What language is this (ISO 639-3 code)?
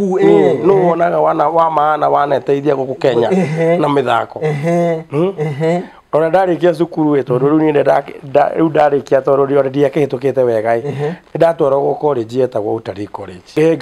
kik